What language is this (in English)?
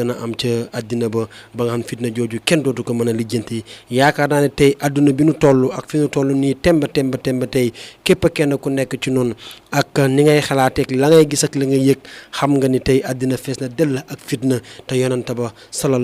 Wolof